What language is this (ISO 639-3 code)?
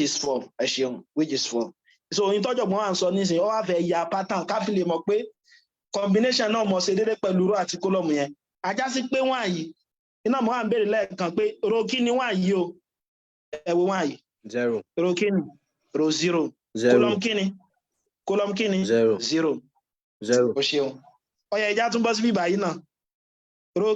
yor